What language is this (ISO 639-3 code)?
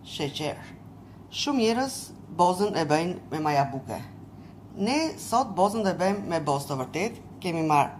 sqi